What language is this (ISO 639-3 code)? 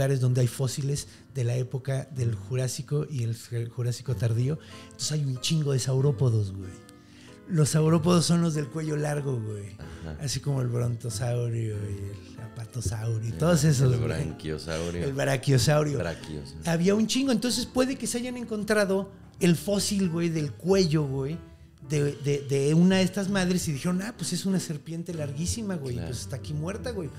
spa